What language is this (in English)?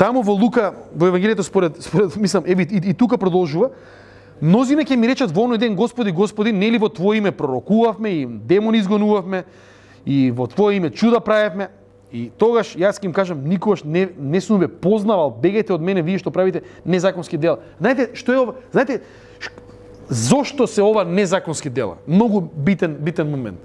Macedonian